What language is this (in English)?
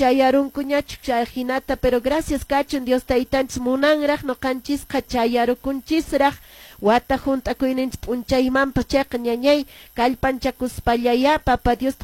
Quechua